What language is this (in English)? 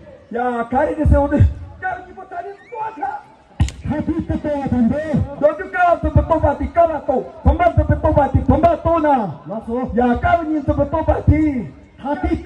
Tibetan